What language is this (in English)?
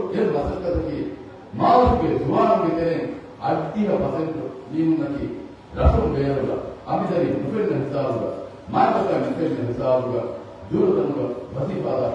Divehi